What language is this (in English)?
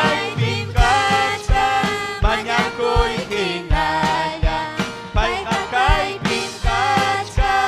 Ayacucho Quechua